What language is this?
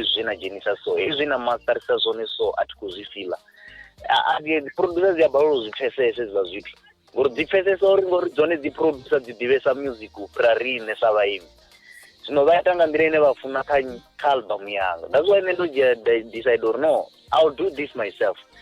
Venda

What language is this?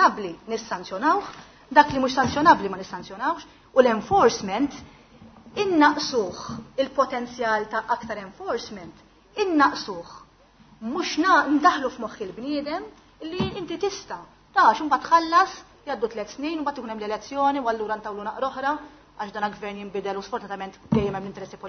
Maltese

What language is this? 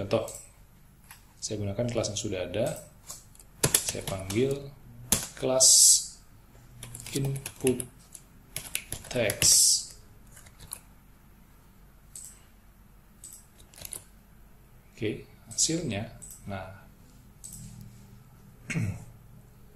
Indonesian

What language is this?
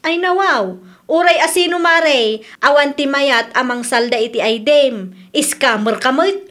Iloko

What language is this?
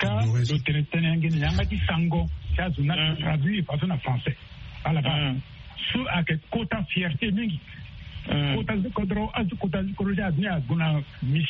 Sango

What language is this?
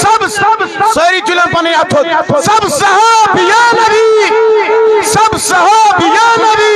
Kashmiri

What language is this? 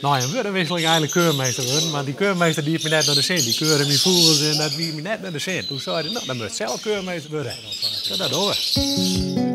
Western Frisian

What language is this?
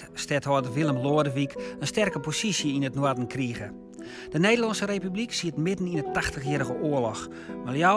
Western Frisian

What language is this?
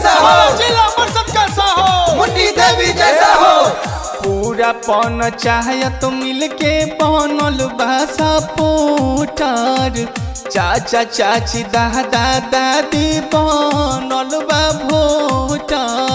Bhojpuri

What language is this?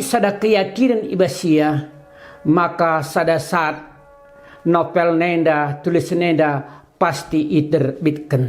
Batak Karo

